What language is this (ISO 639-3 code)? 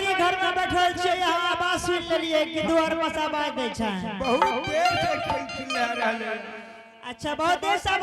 anp